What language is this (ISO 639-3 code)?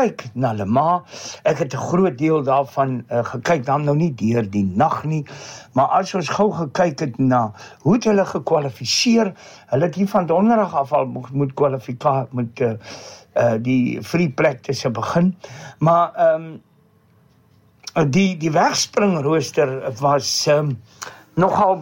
afr